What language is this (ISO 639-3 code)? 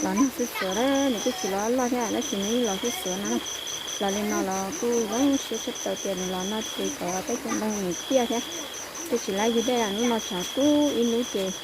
hmn